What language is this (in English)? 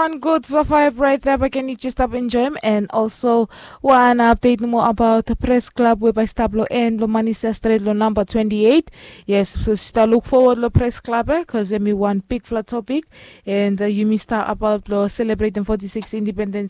Bislama